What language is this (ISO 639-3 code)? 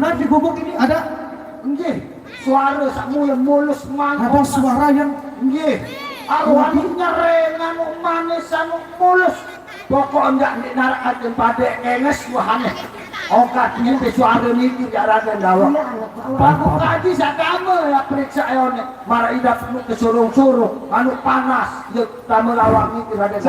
sas